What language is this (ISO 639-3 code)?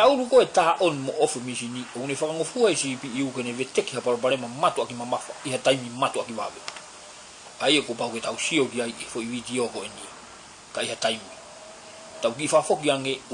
ton